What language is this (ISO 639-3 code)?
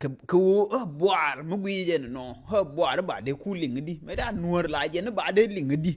nus